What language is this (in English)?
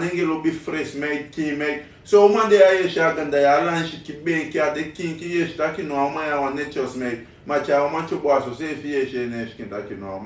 Sranan Tongo